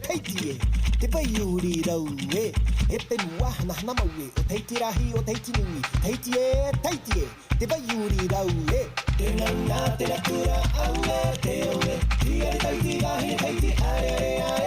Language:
Tahitian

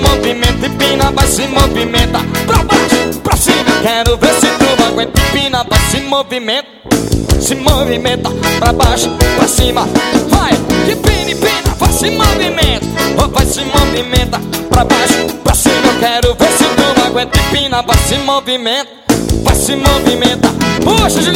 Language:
Portuguese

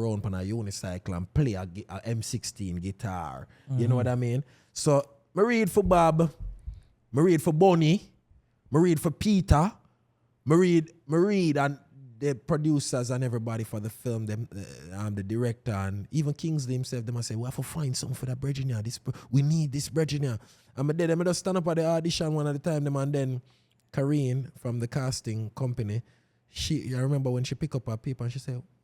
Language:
Jamaican Creole English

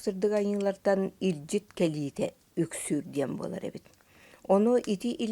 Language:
Yakut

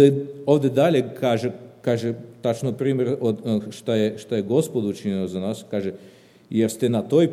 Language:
Serbian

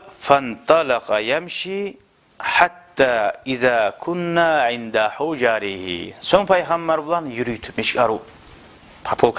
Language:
Kumyk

